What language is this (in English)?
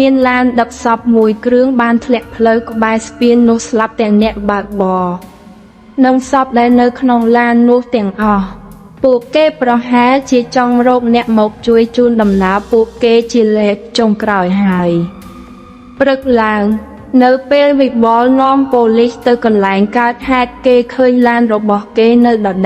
Khmer